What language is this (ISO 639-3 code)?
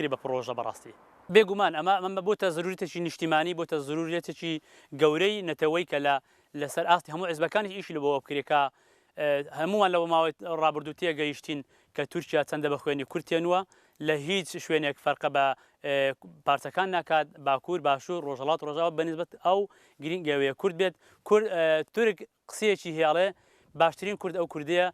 ckb